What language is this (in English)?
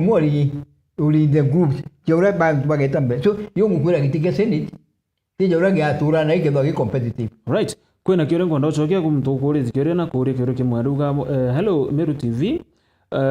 Meru